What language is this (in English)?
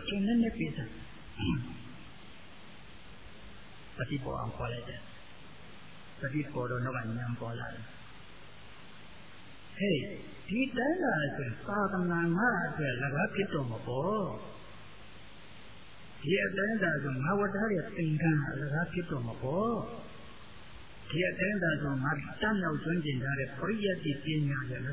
Burmese